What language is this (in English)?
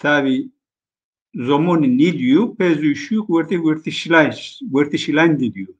Zaza